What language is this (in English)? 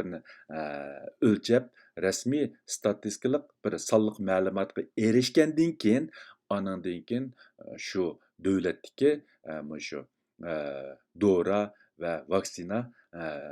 Uyghur